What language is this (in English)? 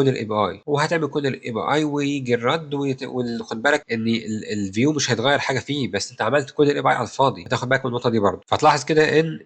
Egyptian Arabic